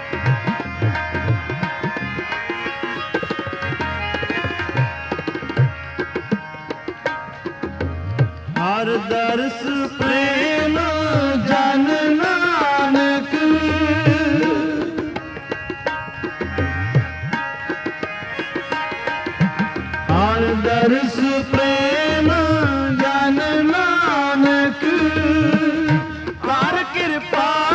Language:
Punjabi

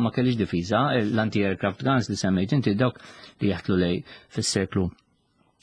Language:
Maltese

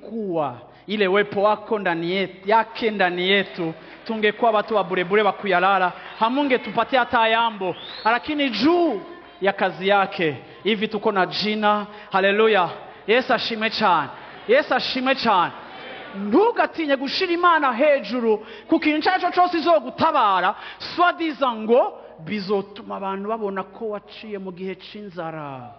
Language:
Rundi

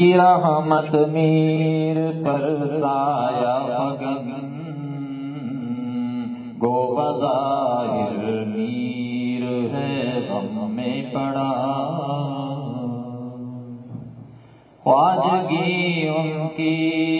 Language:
Urdu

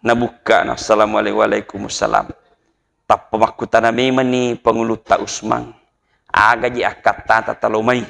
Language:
Buginese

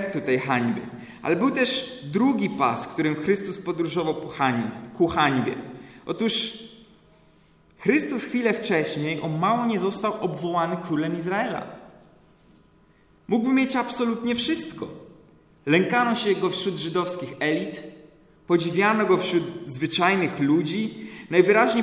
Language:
Polish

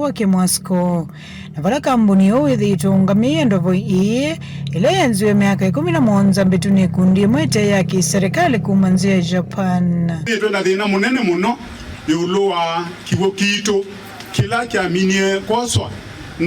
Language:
Kamba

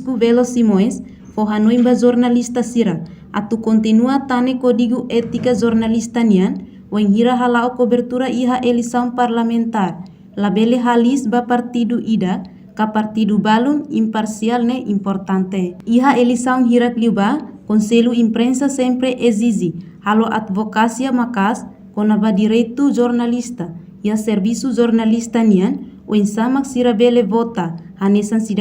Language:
Tetum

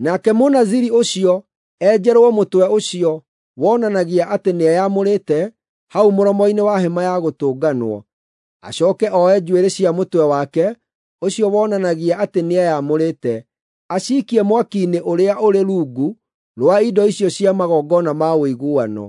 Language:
Kikuyu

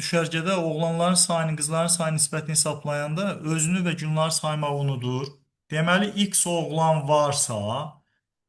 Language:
Azerbaijani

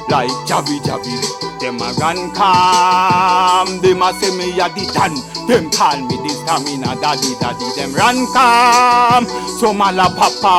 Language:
Jamaican Creole English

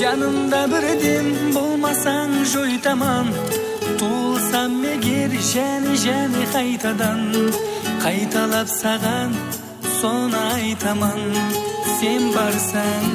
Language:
Kara-Kalpak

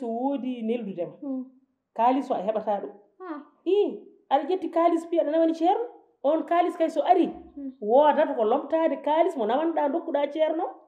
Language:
Fula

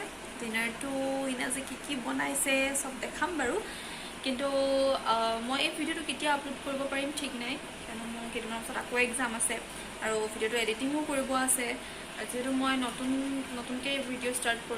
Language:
Assamese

